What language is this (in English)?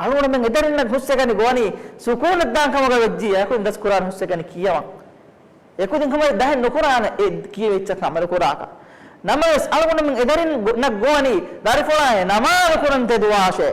Divehi